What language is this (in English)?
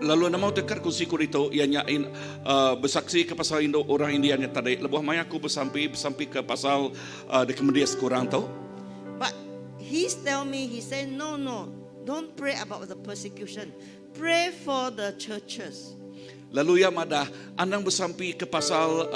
Iban